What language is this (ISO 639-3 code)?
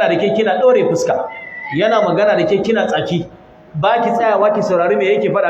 hau